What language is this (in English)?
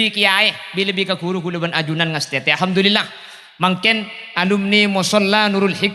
Madurese